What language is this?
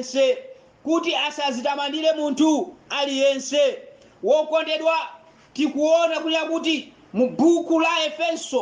Nyanja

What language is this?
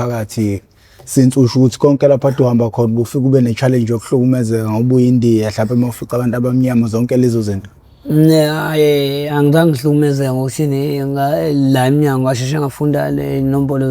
Zulu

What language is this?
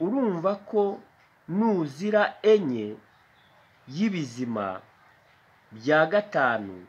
Kinyarwanda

